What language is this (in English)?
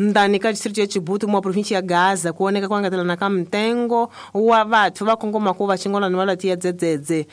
Tsonga